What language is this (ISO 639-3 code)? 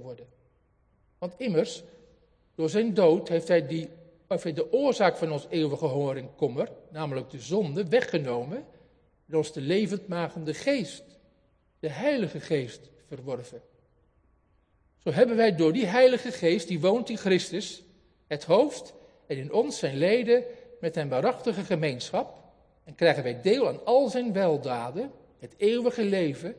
nld